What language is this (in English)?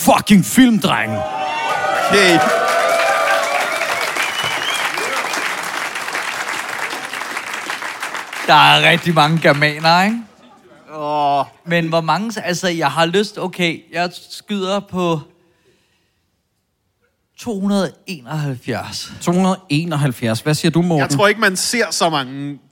Danish